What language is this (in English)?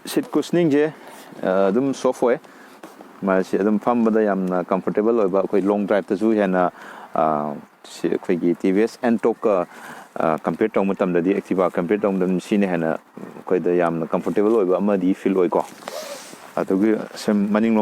Manipuri